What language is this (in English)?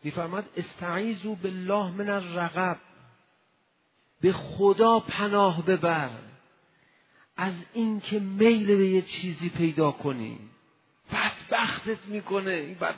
Persian